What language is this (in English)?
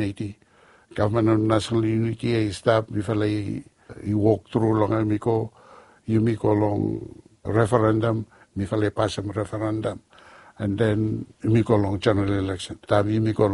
Bislama